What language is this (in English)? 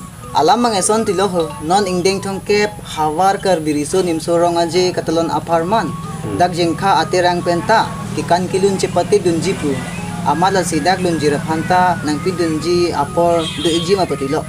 Karbi